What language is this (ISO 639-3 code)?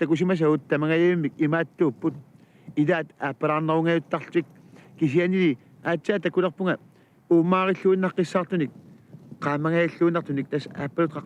kal